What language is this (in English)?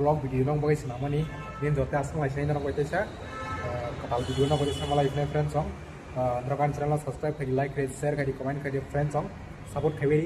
Kok Borok